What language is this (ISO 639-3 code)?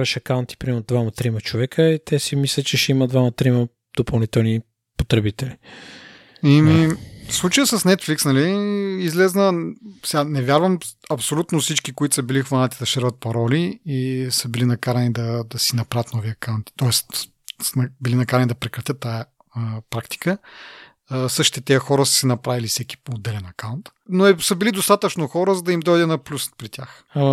bul